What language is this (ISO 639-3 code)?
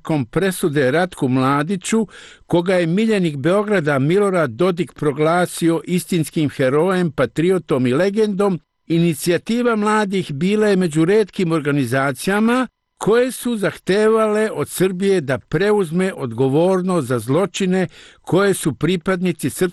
srp